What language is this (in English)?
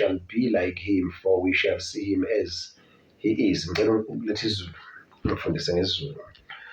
Zulu